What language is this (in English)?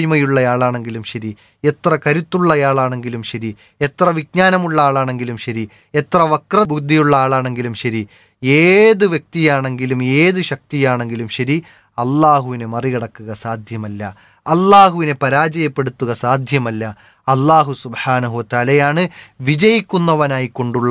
Malayalam